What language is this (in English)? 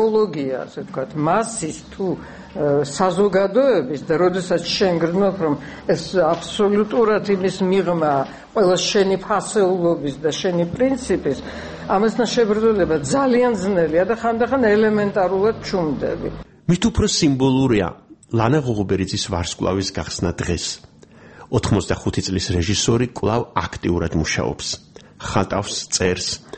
Georgian